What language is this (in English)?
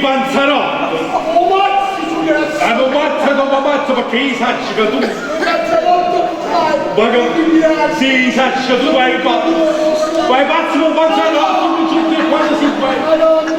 Neapolitan